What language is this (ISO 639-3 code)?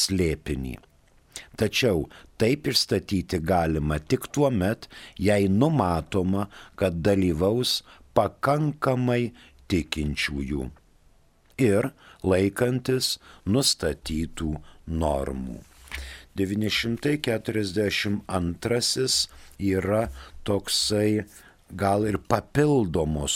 lit